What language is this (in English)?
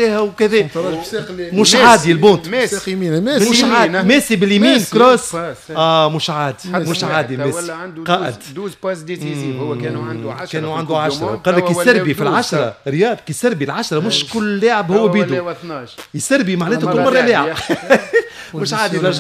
Tunisian Arabic